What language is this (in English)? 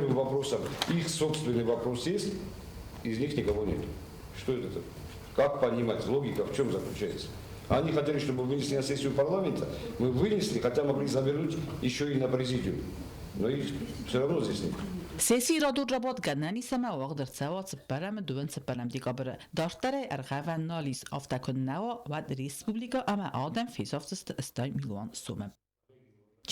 Ossetic